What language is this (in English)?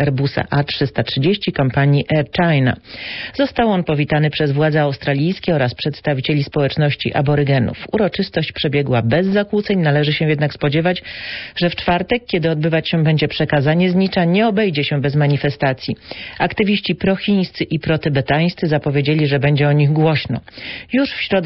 Polish